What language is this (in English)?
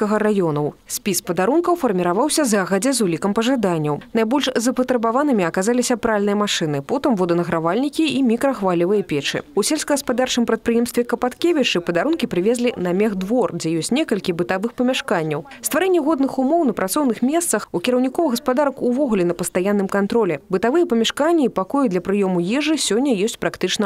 Belarusian